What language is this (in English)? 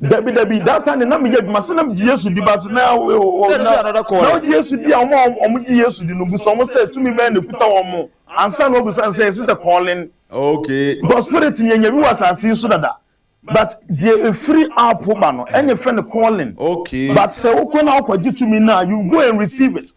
Akan